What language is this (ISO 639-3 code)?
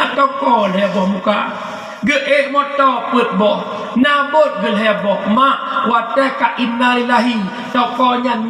ace